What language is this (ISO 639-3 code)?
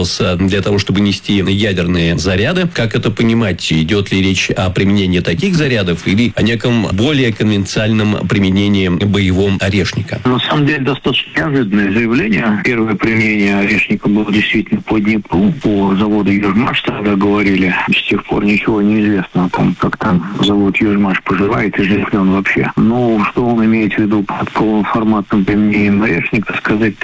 rus